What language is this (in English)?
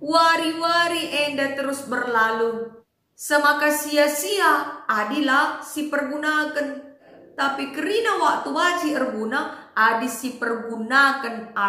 Batak Karo